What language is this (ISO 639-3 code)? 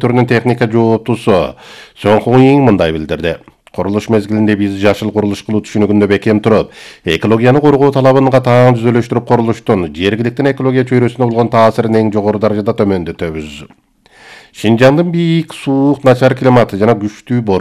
kir